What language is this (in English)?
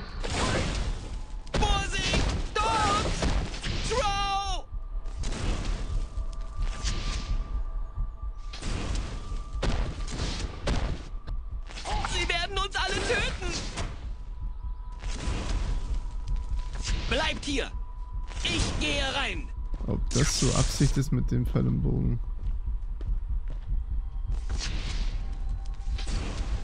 German